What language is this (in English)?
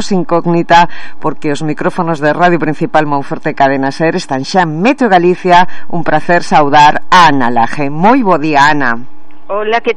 Galician